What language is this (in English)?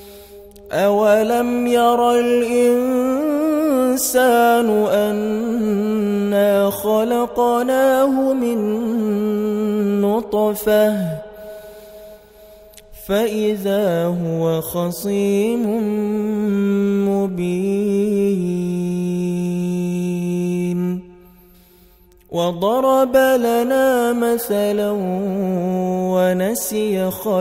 Arabic